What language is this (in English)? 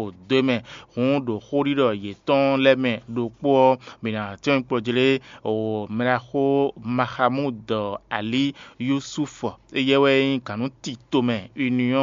Fon